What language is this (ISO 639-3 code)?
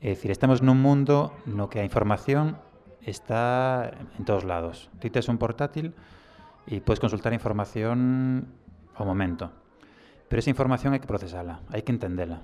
glg